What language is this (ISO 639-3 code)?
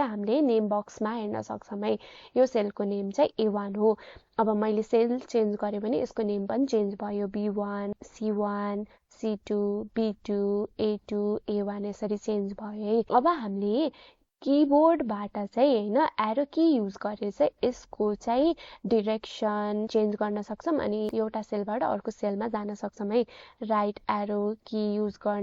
nep